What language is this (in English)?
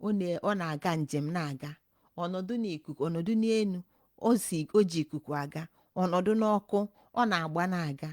Igbo